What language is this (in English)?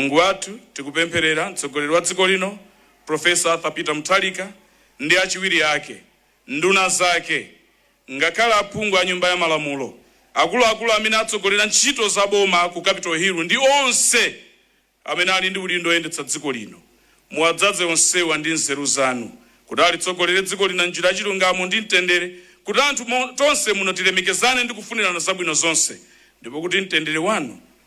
Nyanja